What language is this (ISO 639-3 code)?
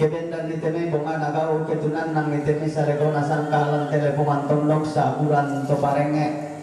sda